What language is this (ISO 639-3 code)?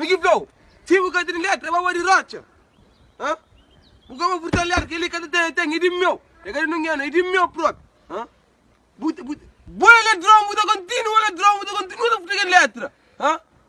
kea